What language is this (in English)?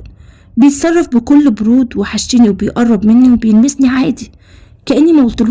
Egyptian Arabic